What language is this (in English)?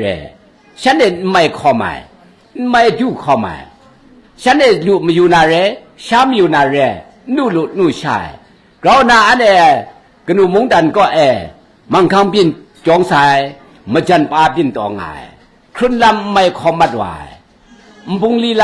Kachin